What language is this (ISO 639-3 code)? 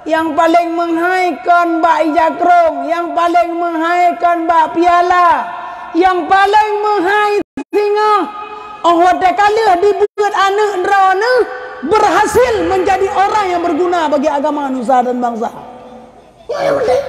ace